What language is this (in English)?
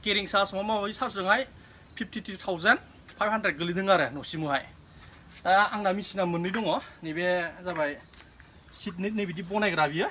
Bodo